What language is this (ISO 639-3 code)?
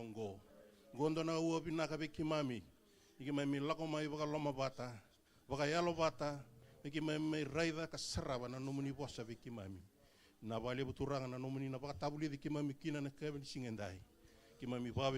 fij